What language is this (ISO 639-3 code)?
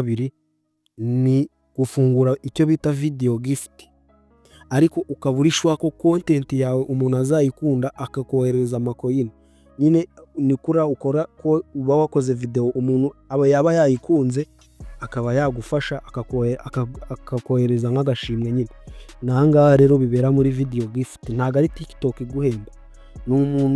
kin